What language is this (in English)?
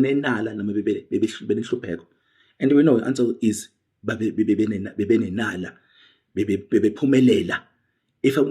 Zulu